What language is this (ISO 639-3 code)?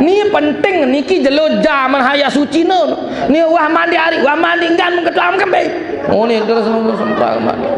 sas